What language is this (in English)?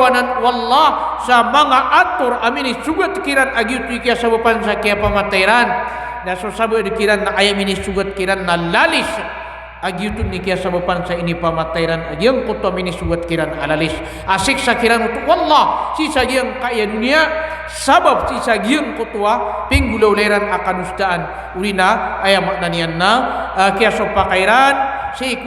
Maranao